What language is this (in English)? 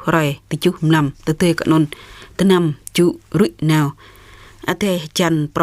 Jarai